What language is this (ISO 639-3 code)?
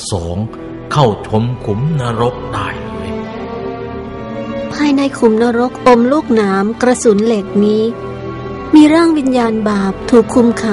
tha